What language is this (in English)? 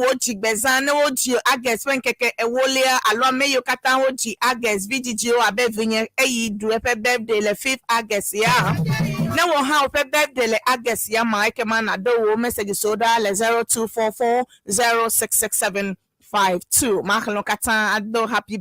Ewe